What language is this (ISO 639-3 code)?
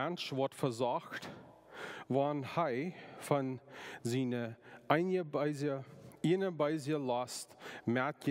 pdt